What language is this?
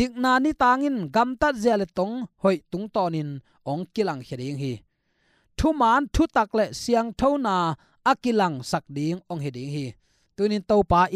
Tedim Chin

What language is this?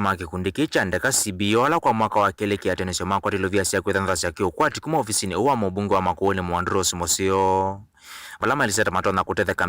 Kamba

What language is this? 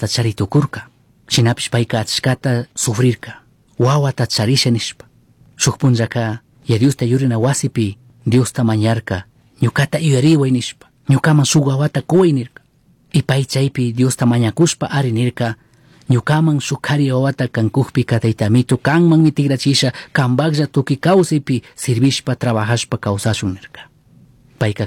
Chimborazo Highland Quichua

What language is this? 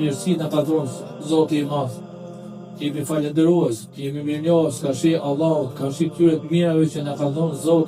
Albanian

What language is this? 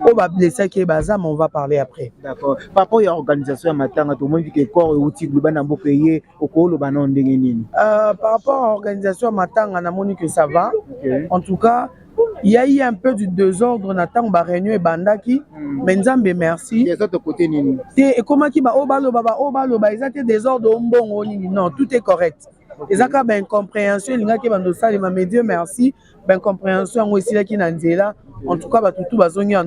Lingala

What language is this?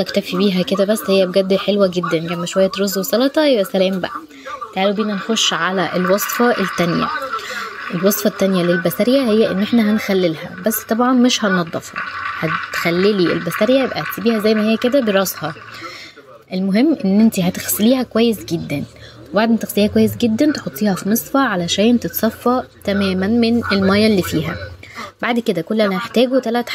Egyptian Arabic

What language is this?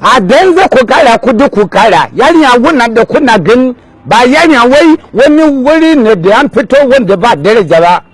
Hausa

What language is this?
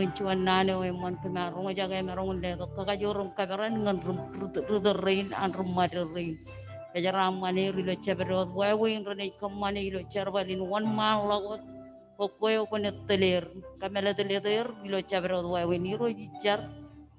Marshallese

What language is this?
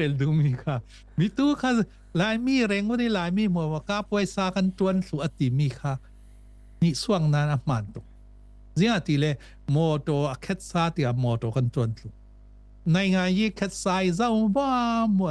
Falam Chin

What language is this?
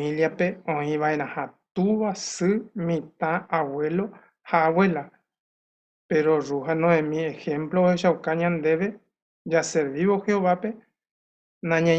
Guarani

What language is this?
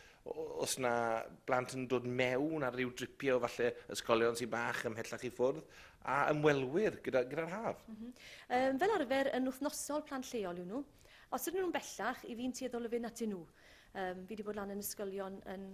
Welsh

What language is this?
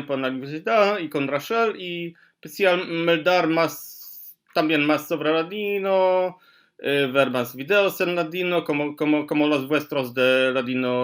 Ladino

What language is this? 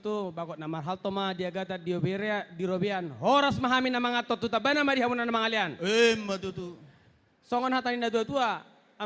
Batak Toba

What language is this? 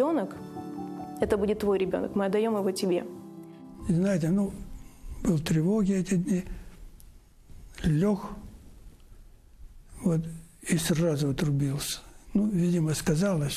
Russian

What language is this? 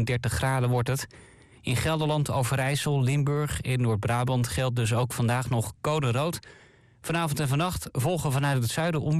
Dutch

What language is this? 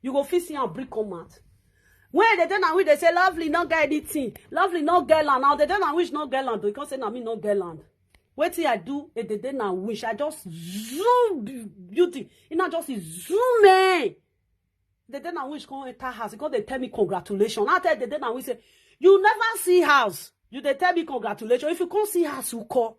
Nigerian Pidgin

